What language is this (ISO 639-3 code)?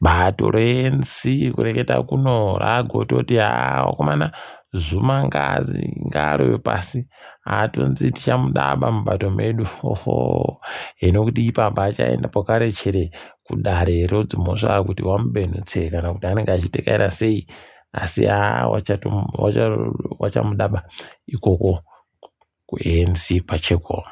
ndc